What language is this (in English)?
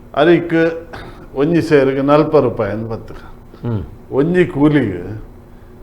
Tulu